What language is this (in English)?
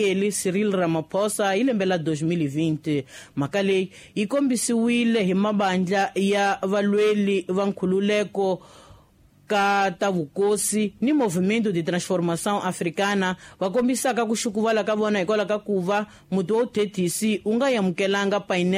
Tsonga